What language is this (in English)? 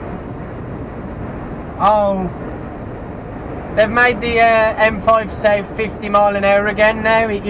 English